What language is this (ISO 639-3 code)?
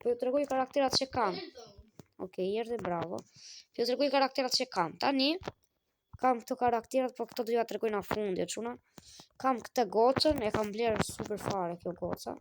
sqi